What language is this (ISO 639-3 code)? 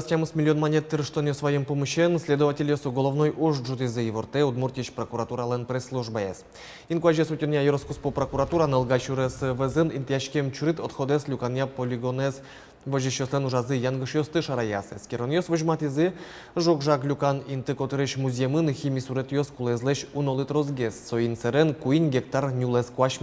udm